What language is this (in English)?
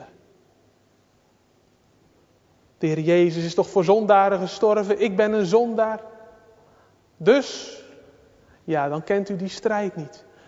Dutch